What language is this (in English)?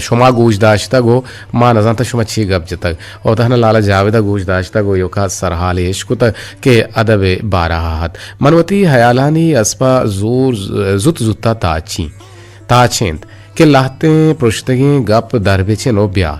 Eastern Balochi